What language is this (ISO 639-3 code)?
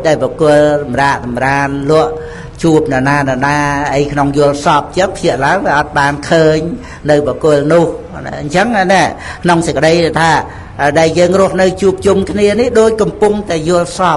khm